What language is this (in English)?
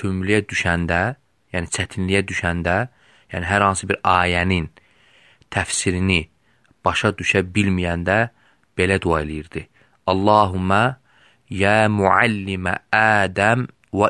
Azerbaijani